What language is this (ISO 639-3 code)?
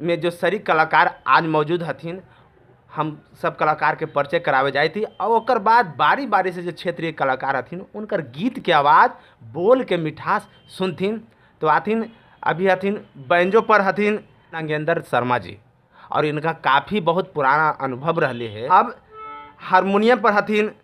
mag